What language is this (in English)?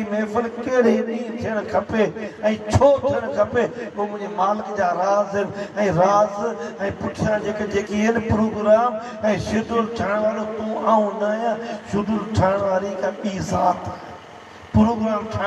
Sindhi